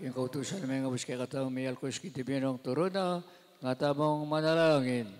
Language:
Pampanga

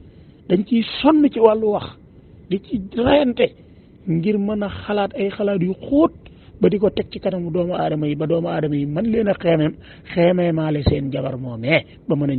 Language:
Wolof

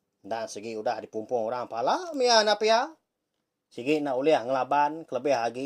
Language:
Iban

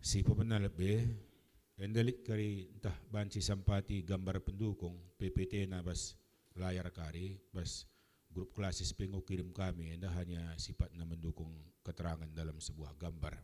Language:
Batak Karo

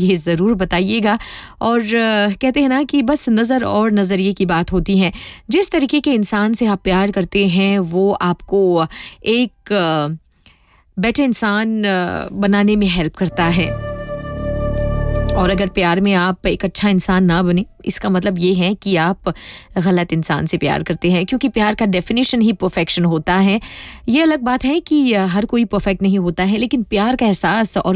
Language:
Hindi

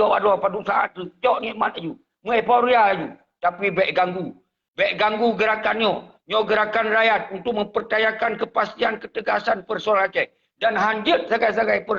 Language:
Achinese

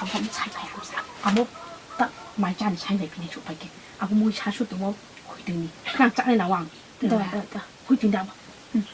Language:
Riang (India)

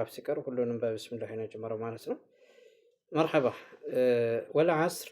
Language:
Amharic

